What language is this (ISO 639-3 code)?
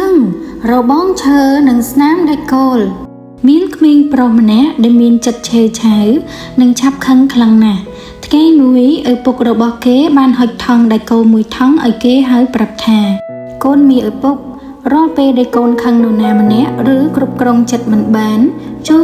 khm